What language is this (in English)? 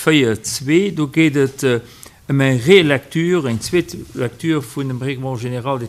Luxembourgish